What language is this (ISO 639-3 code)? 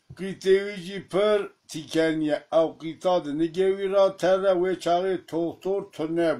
kur